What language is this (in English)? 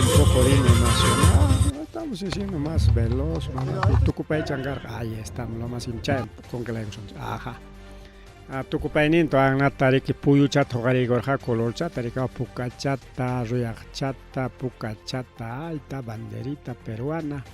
Ayacucho Quechua